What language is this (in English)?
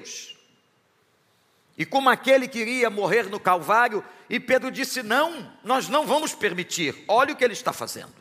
Portuguese